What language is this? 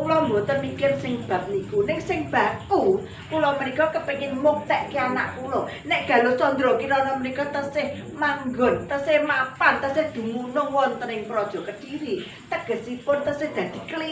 Javanese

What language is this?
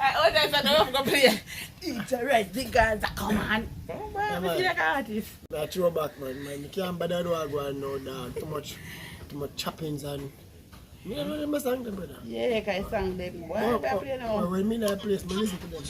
Jamaican Creole English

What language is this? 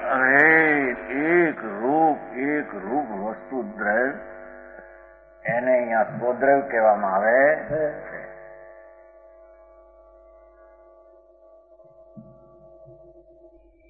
Gujarati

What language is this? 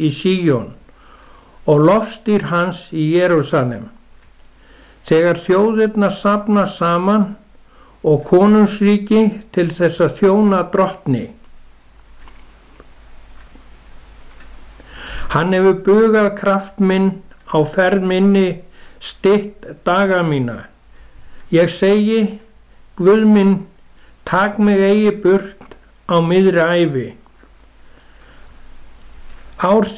Icelandic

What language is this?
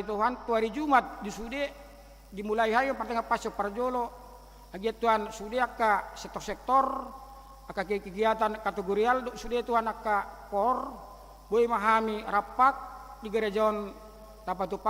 Batak Toba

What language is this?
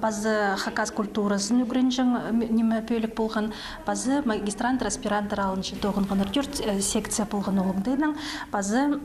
Khakas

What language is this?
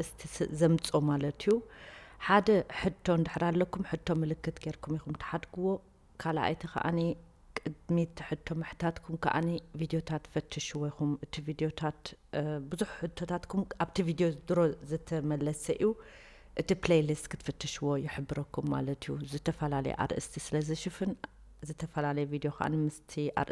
Tigrinya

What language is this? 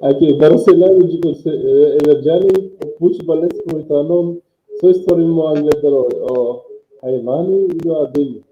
Balkan Romani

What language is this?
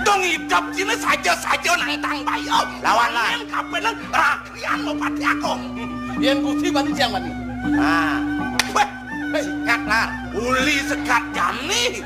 Balinese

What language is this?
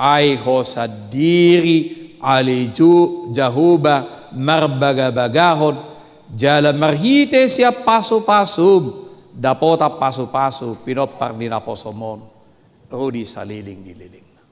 Batak Toba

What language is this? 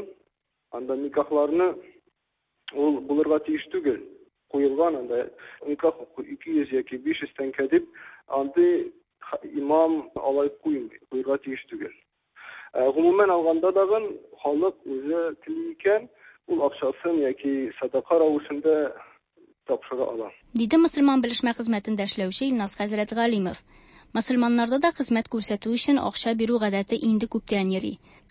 Tatar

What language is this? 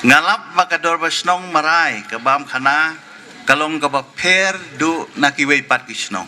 Khasi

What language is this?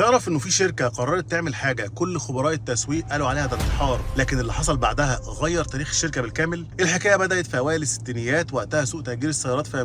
Egyptian Arabic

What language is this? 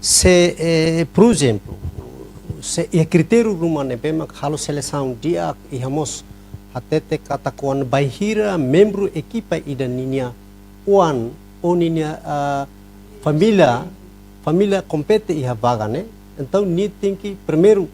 Tetum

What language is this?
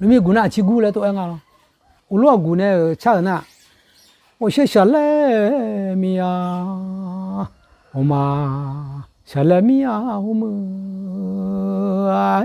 Akha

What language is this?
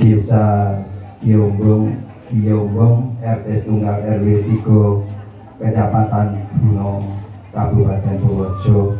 Javanese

